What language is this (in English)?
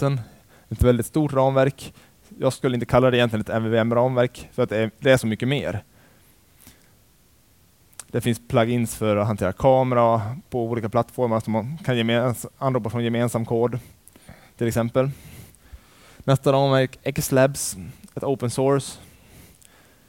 Swedish